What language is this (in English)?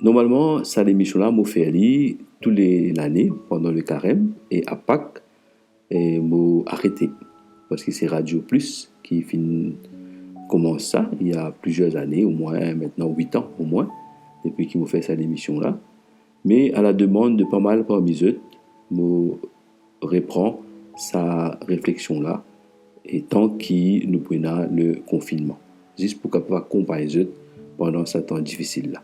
Morisyen